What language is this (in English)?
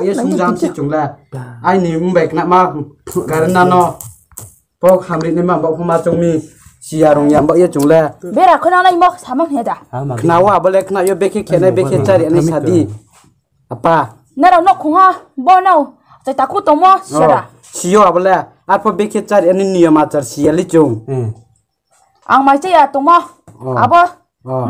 Riang (India)